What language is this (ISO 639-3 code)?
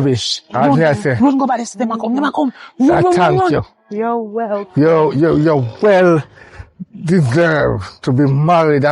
jam